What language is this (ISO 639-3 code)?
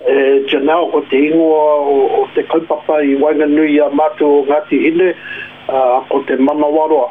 mri